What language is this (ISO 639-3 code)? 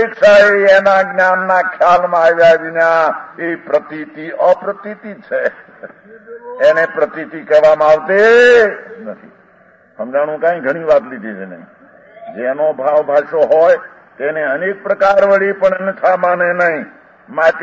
guj